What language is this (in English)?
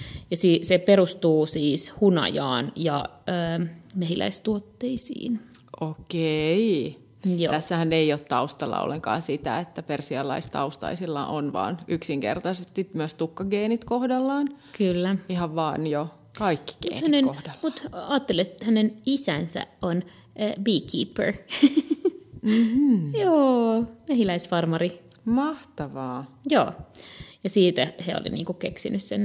Finnish